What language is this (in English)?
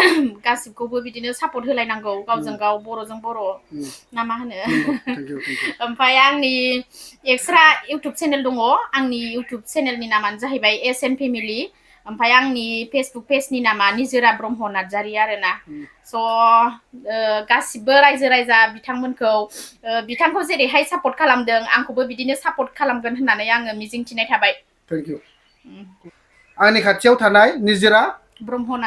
Bodo